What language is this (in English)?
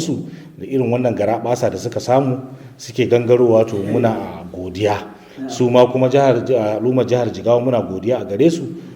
Hausa